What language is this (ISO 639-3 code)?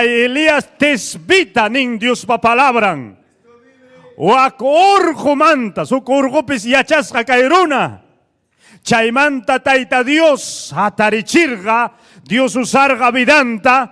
quy